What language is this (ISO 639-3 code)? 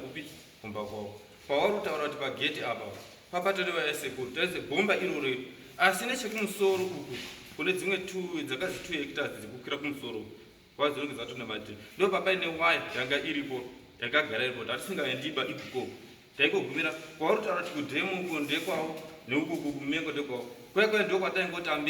sna